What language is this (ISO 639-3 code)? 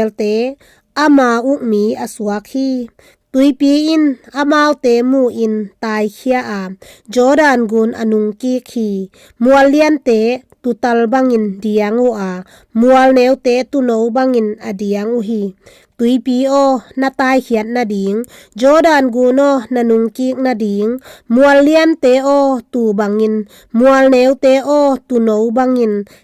ctd